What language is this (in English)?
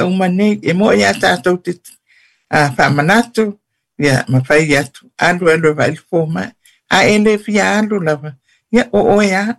Samoan